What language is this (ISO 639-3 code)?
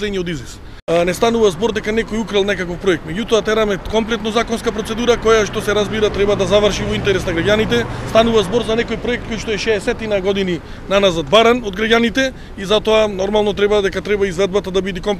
mkd